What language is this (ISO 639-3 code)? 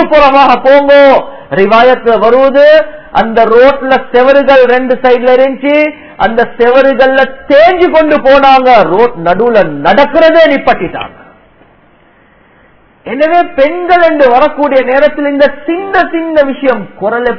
tam